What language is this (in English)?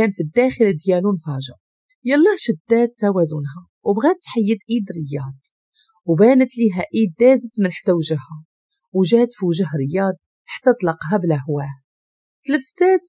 Moroccan Arabic